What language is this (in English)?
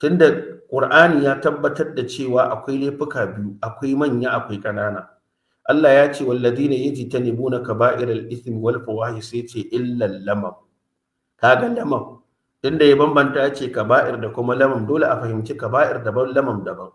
Hausa